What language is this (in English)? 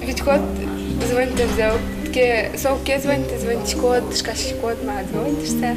Udmurt